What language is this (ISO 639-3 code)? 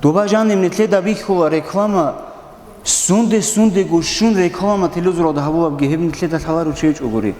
ava